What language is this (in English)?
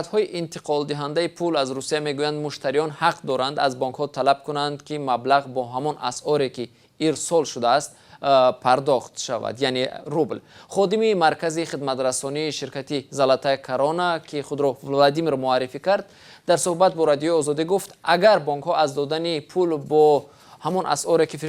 Tajik